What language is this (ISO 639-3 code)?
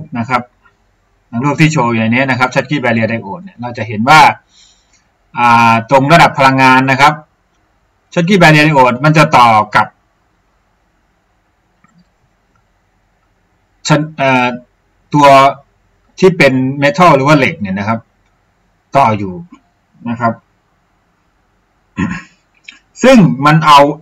tha